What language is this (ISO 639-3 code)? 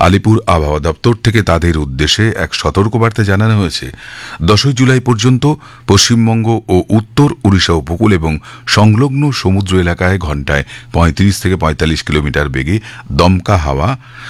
ben